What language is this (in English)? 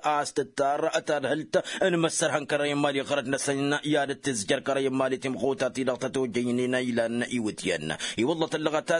Tamasheq